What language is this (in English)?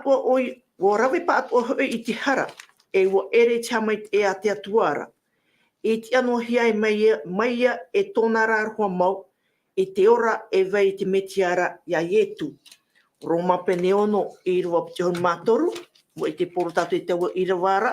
Tahitian